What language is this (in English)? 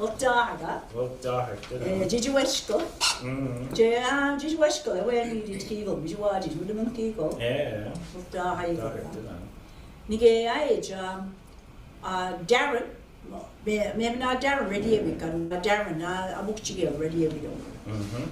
Mi'kmaw